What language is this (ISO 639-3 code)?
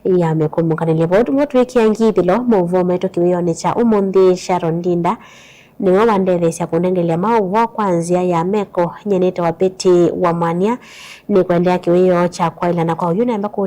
kam